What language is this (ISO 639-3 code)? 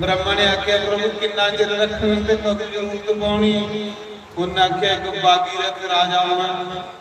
doi